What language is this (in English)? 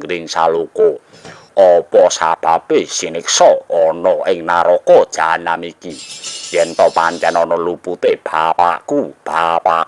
Javanese